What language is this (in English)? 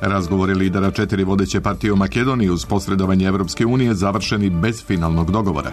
Serbian